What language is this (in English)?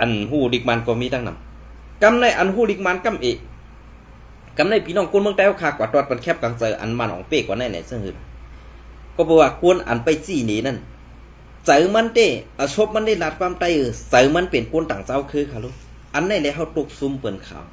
Shan